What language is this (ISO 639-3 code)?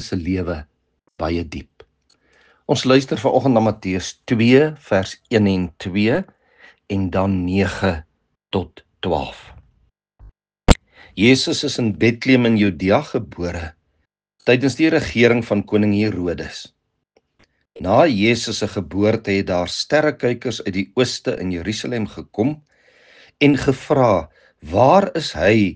afr